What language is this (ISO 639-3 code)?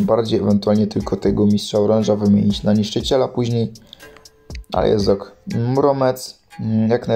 pol